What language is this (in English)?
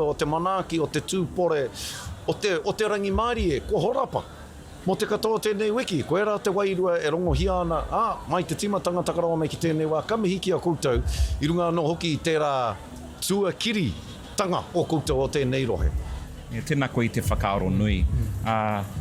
Māori